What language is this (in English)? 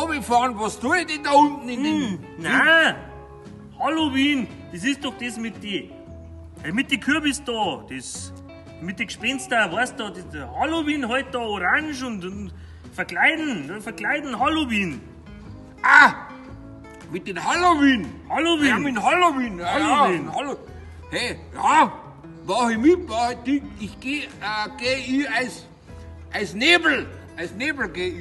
Bavarian